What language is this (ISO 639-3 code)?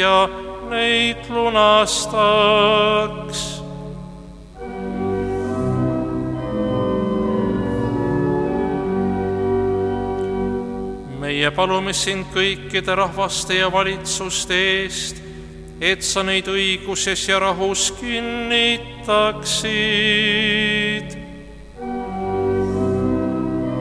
est